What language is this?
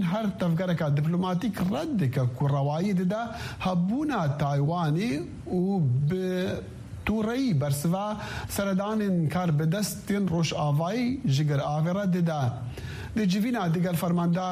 Kurdish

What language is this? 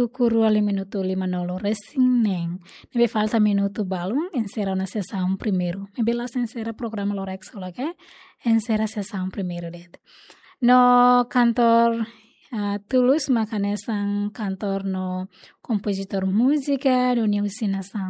Tetum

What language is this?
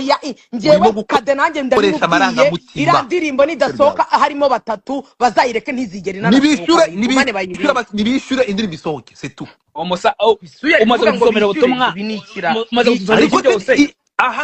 Kinyarwanda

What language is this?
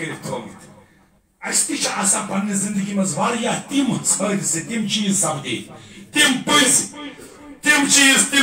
Kashmiri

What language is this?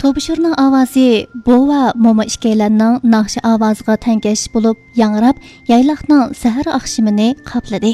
Uyghur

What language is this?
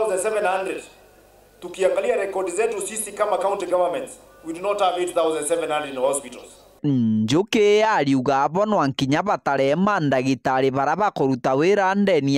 Meru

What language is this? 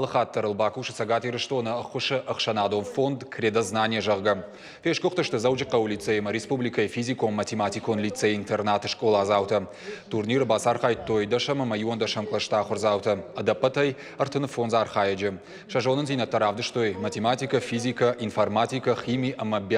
Ossetic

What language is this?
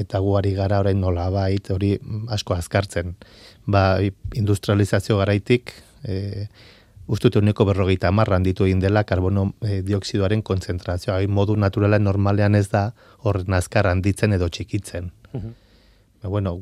Basque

